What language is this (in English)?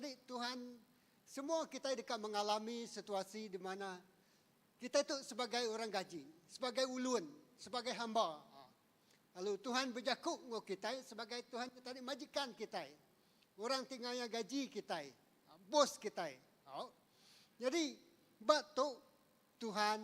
Iban